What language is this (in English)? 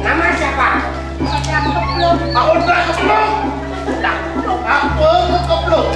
Balinese